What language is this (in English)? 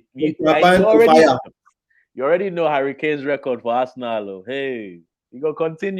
Nigerian Pidgin